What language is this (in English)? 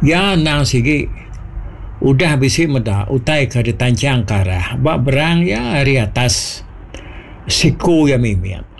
Iban